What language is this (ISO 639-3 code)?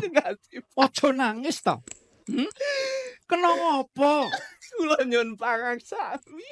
jav